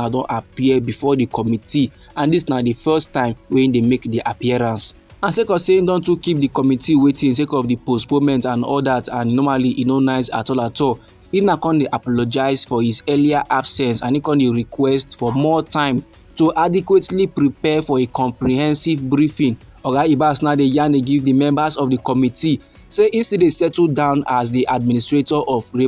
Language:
Nigerian Pidgin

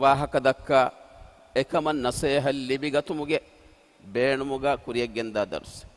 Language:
Divehi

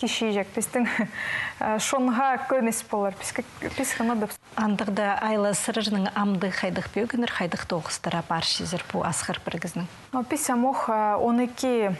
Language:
Khakas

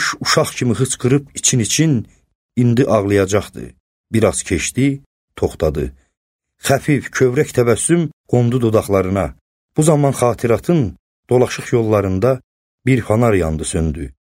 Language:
Azerbaijani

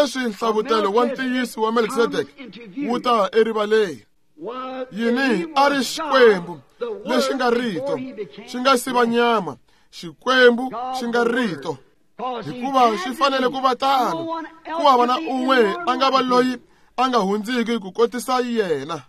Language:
Tsonga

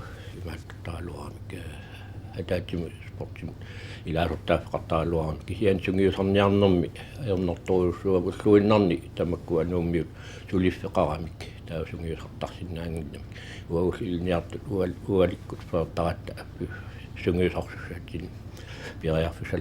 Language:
Kalaallisut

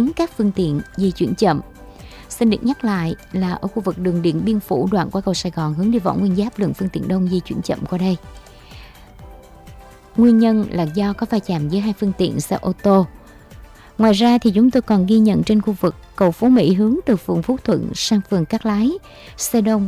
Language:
Vietnamese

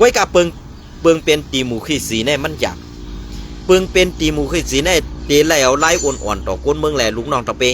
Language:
Shan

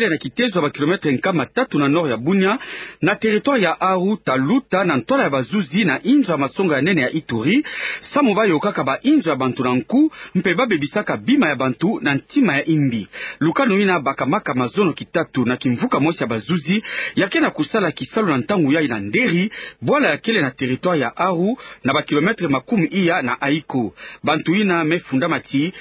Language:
Kituba (Democratic Republic of Congo)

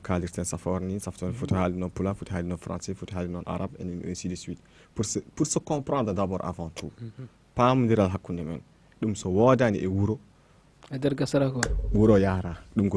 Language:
Fula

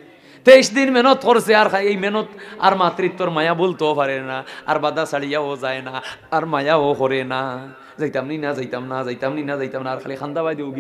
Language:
Sylheti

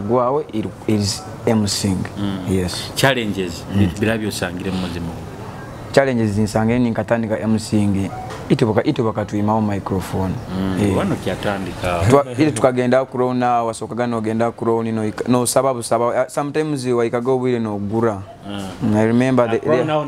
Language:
Nyoro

